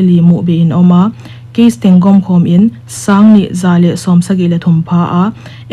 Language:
Paite Chin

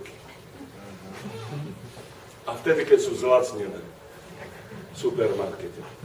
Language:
Slovak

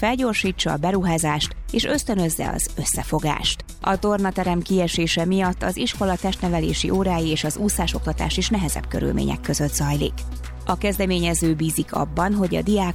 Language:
Hungarian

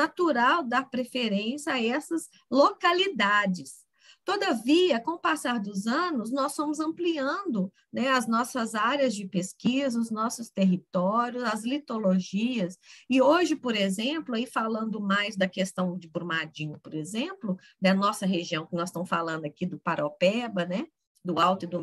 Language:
Portuguese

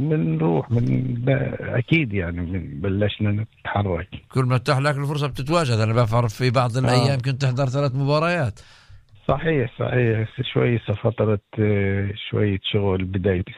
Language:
North Levantine Arabic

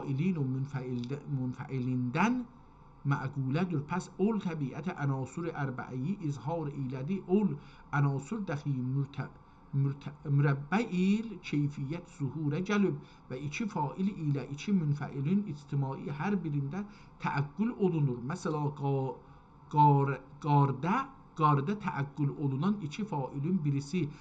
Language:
South Azerbaijani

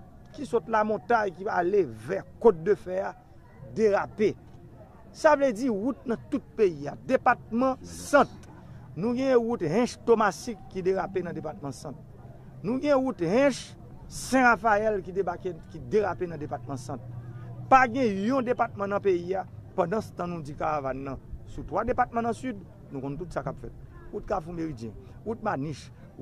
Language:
Haitian Creole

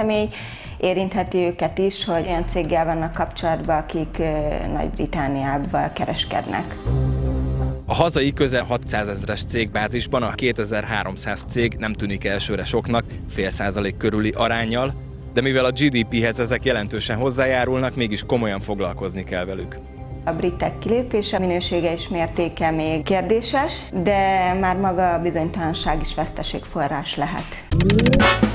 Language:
Hungarian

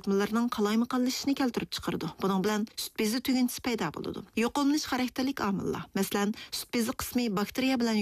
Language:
Uyghur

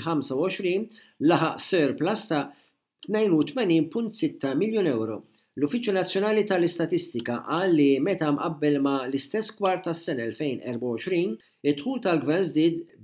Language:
Maltese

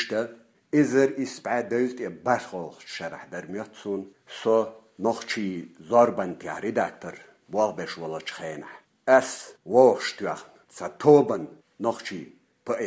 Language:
Chechen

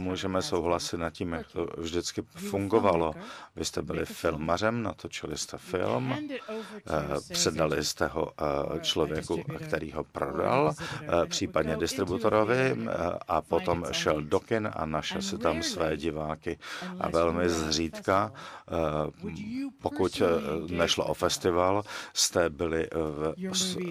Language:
Czech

